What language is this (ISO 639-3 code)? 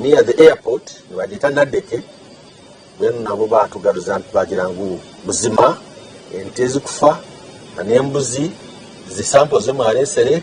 nyn